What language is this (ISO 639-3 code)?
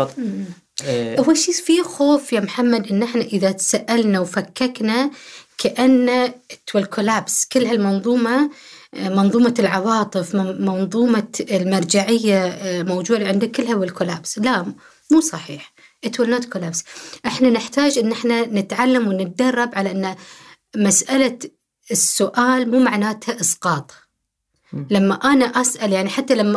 afb